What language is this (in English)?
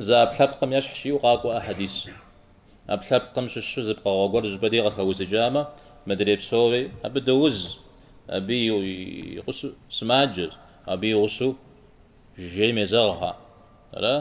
Kabardian